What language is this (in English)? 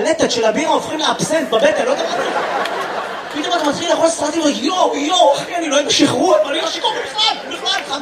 Hebrew